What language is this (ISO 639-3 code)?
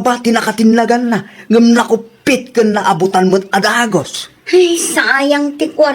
ilo